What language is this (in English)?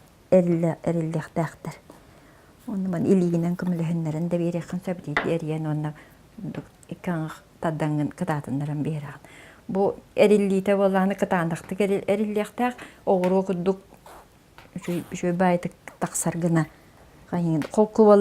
Yakut